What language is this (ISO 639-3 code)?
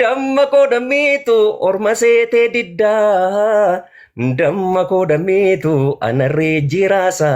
orm